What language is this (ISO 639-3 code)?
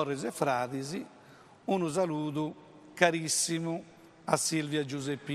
srd